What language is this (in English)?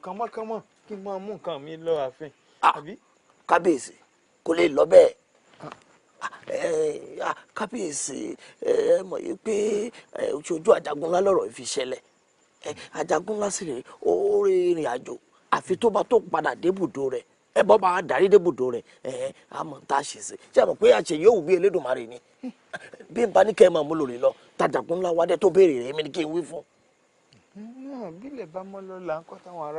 Yoruba